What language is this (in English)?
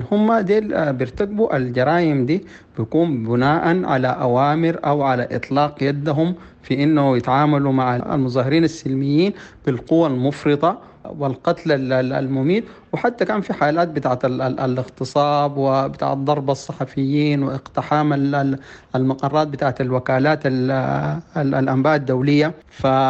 Sudanese Arabic